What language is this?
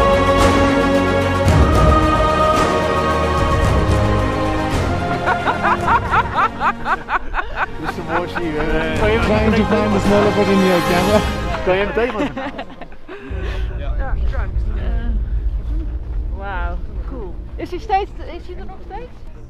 Dutch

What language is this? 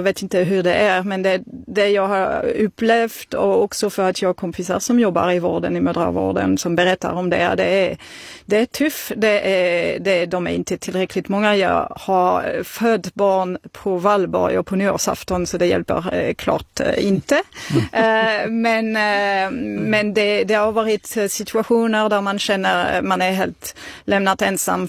Swedish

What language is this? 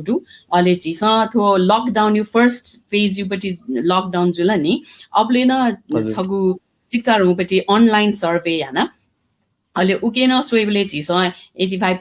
Newari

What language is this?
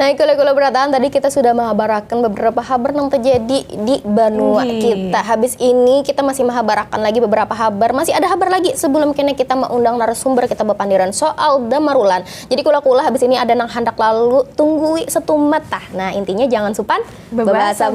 Banjar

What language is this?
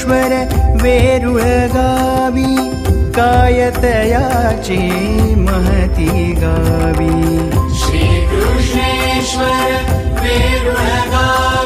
Marathi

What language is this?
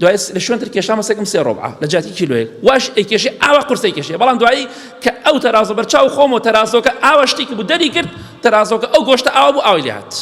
Central Kurdish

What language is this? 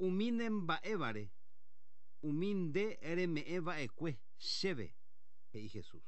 Guarani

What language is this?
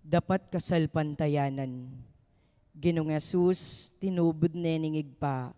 Pampanga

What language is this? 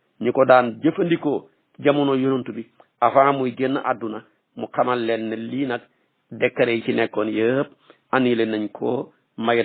Wolof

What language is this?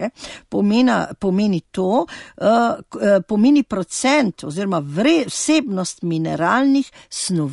Slovenian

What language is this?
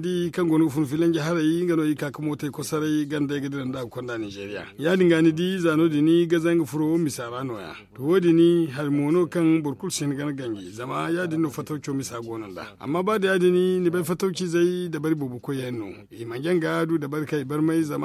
Zarma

